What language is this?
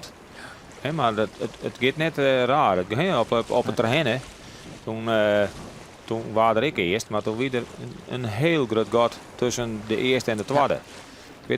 Western Frisian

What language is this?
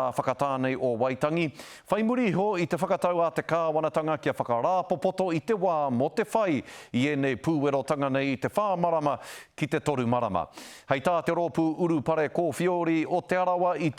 Māori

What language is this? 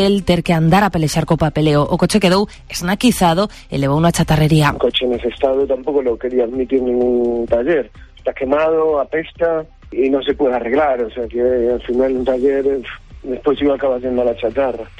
Galician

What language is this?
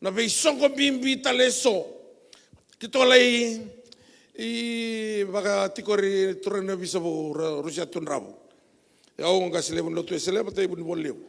Fijian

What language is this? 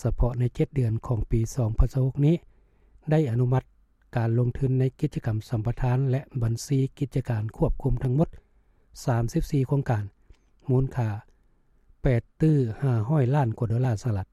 Lao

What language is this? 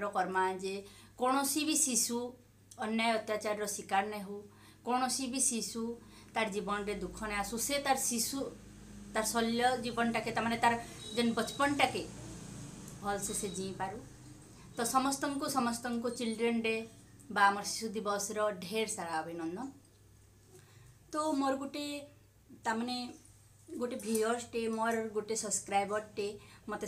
Sambalpuri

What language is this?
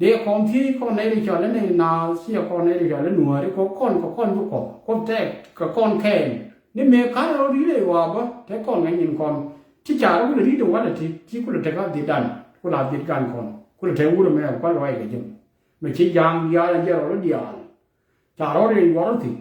Nuer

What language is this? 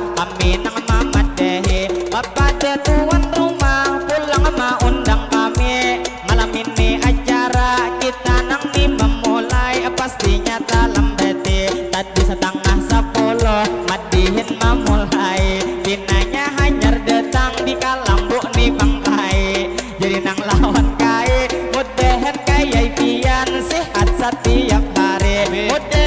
Banjar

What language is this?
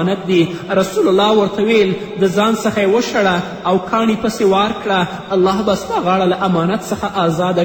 Pashto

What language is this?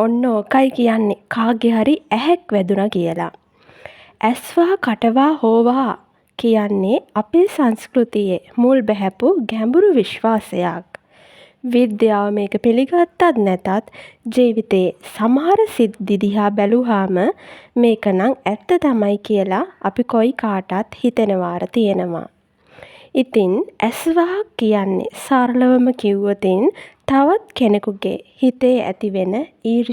Sinhala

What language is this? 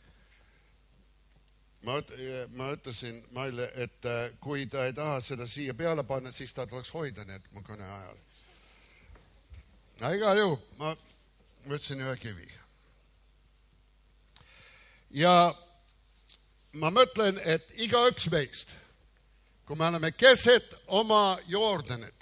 Estonian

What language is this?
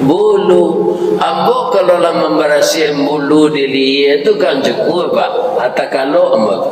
Minangkabau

